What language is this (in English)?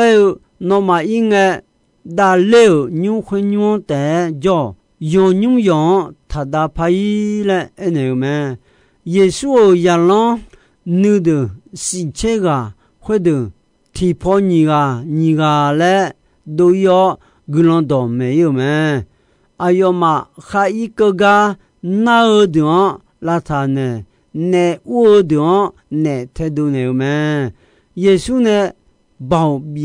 Akha